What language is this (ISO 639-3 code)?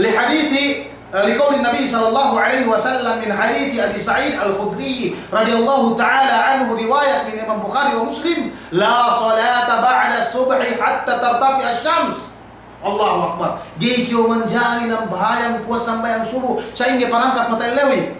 yka